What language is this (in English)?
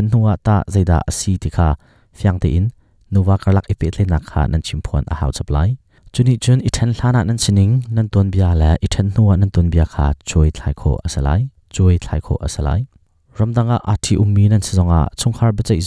Hakha Chin